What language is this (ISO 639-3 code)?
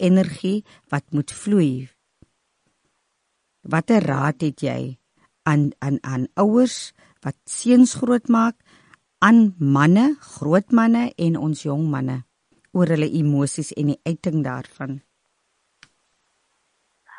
afr